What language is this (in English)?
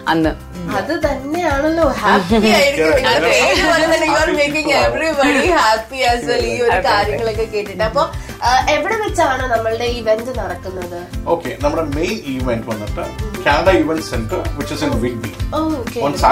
Malayalam